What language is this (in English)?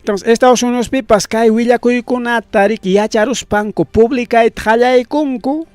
Ayacucho Quechua